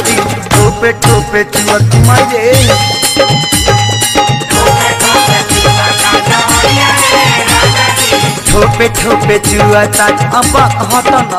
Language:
Bhojpuri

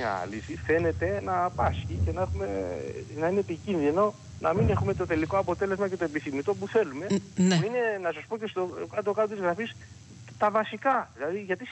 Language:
Greek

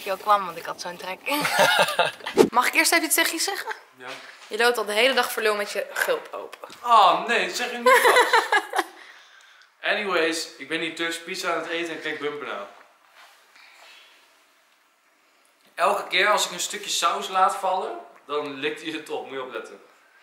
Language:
Dutch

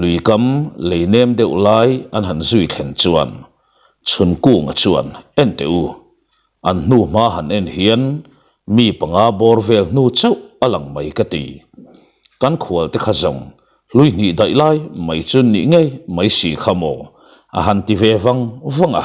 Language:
Mizo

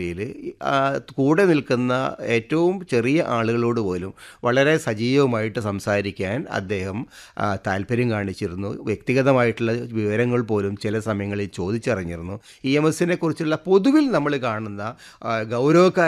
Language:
Malayalam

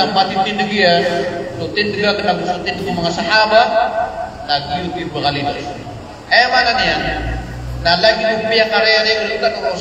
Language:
Maranao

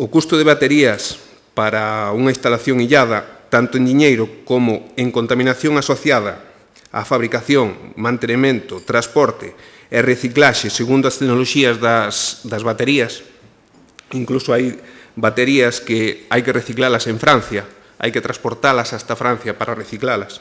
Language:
Galician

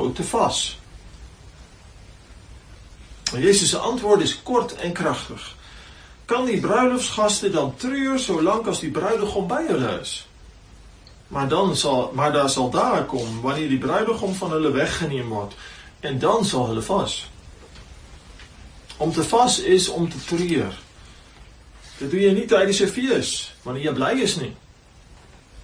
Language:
Afrikaans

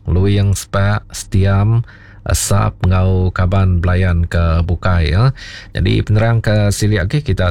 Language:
Iban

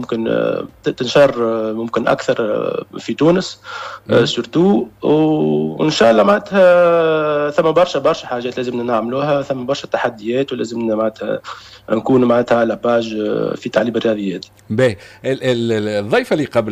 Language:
Tunisian Arabic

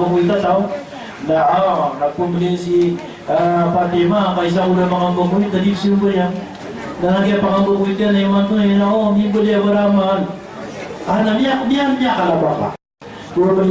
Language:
Maranao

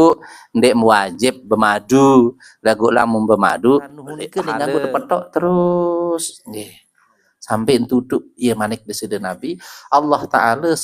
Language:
Sasak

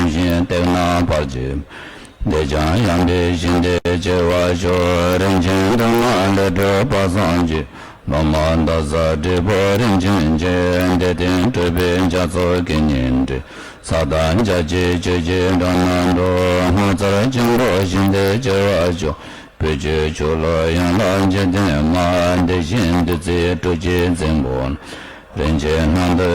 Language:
Tibetan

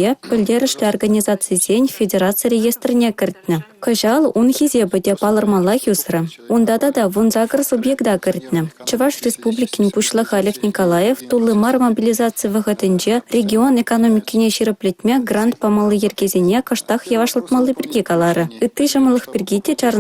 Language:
Chuvash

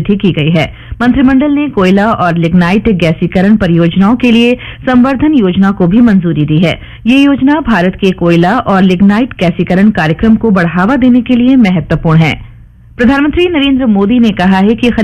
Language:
Hindi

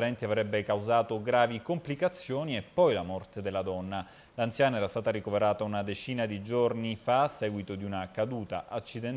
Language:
Italian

